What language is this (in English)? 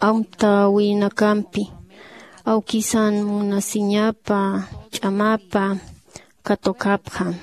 Aymara